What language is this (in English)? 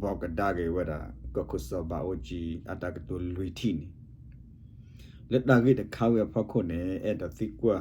S'gaw Karen